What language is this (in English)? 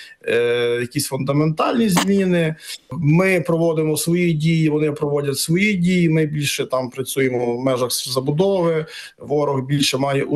Ukrainian